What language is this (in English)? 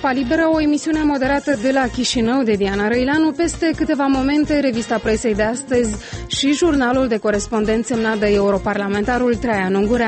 Romanian